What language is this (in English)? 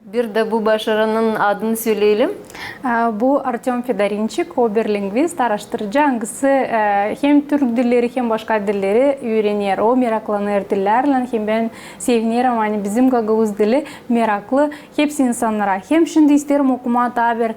Gagauz